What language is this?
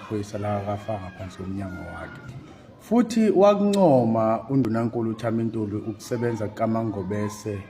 Zulu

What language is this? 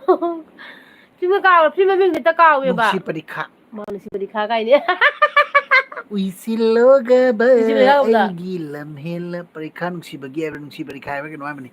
Manipuri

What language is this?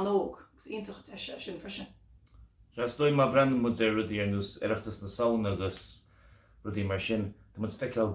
Irish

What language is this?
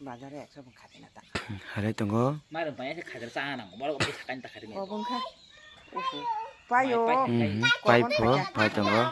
Kok Borok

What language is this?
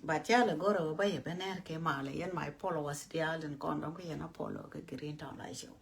Nuer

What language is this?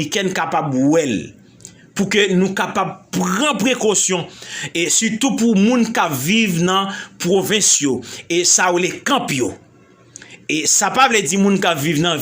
Haitian Creole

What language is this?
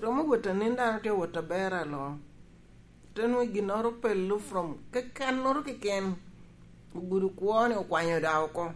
Lango (Uganda)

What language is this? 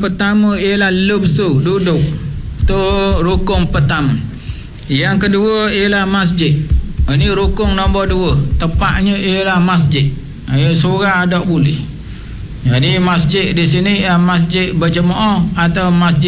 Malay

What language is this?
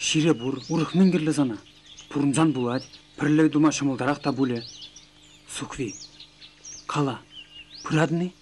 Chuvash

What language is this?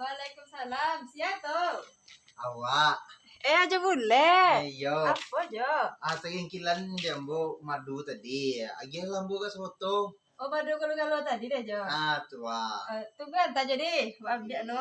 Minangkabau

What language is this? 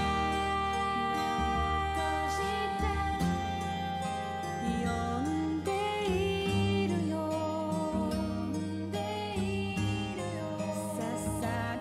Japanese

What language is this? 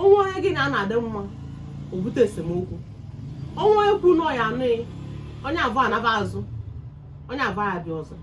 Igbo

